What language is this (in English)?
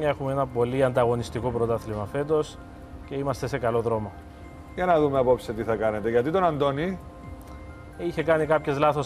Greek